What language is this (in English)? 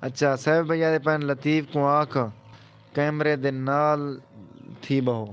Saraiki